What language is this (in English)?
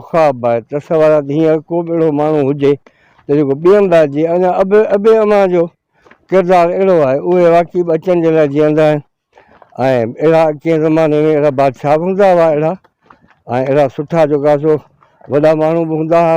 Sindhi